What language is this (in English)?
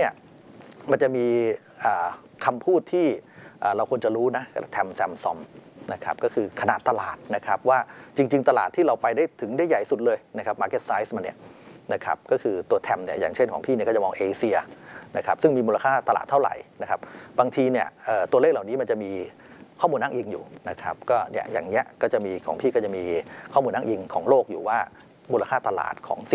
Thai